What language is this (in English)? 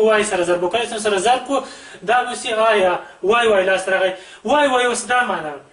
Pashto